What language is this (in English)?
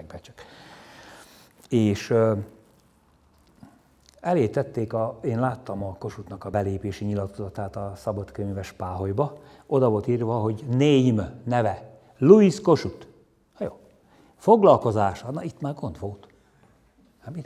Hungarian